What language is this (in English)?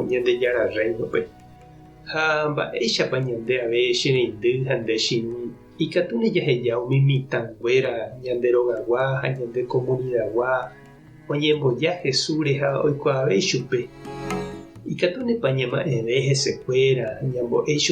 Guarani